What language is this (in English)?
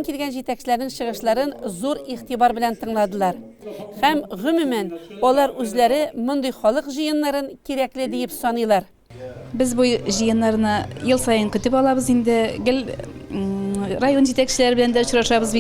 Tatar